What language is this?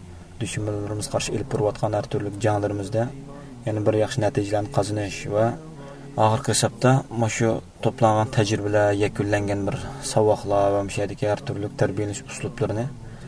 Uyghur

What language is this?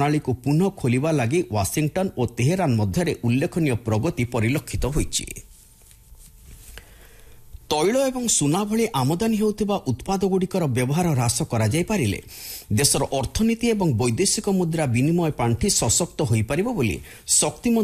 Odia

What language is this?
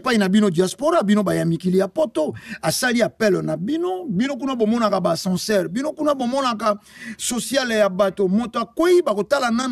Lingala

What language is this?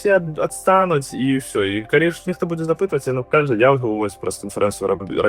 Belarusian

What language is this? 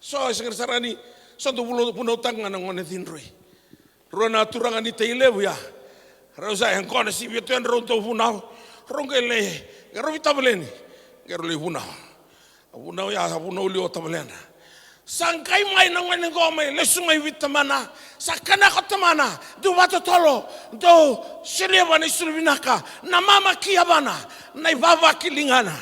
Fijian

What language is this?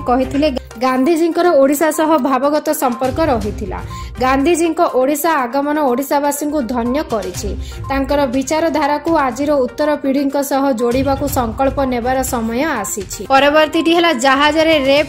Odia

